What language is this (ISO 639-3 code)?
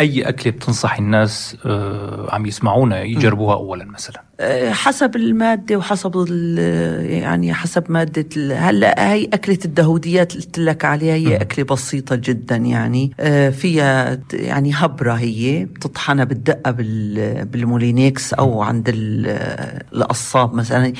apc